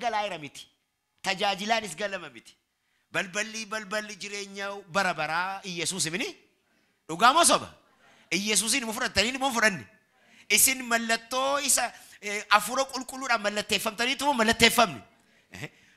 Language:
Oromo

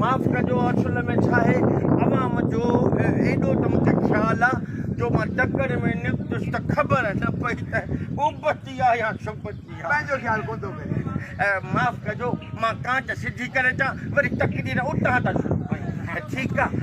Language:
Sindhi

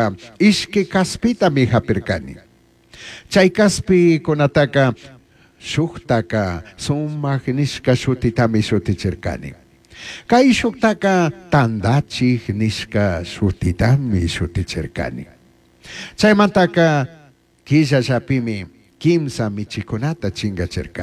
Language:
Chimborazo Highland Quichua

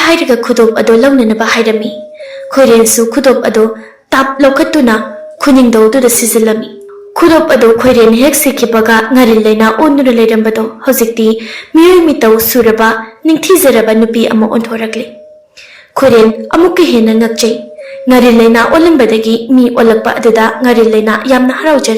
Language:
Manipuri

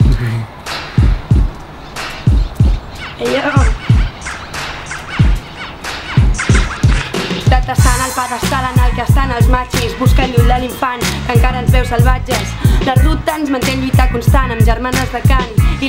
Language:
Catalan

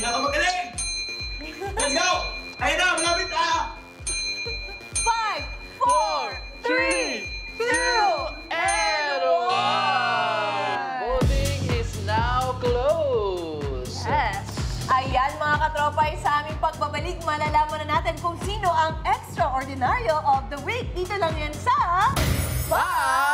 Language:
Filipino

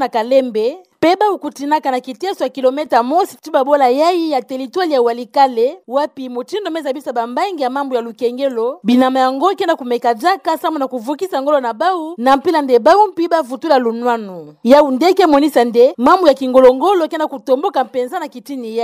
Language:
Kituba (Democratic Republic of Congo)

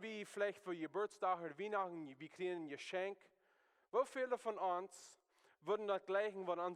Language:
Plautdietsch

